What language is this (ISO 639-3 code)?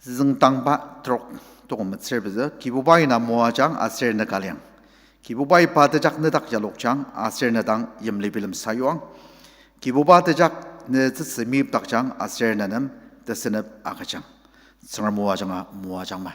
njo